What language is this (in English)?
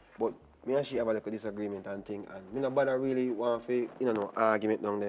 Jamaican Creole English